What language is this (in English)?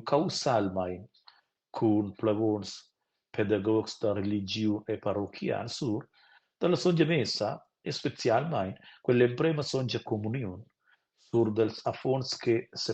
Romansh